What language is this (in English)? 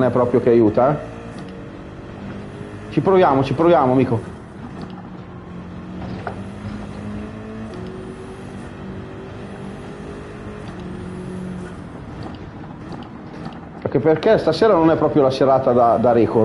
Italian